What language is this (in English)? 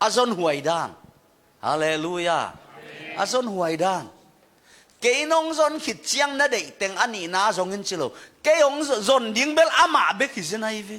Tedim Chin